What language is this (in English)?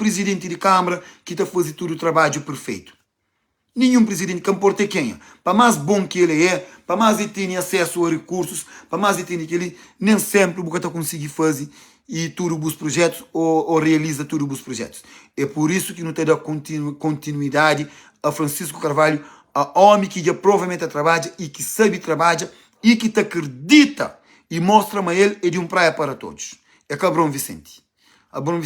Kabuverdianu